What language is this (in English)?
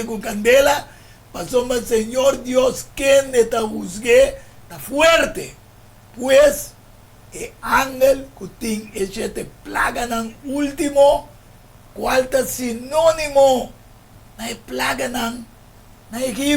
Papiamento